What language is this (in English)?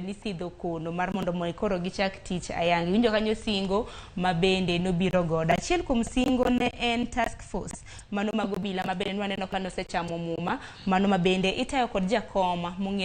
Luo (Kenya and Tanzania)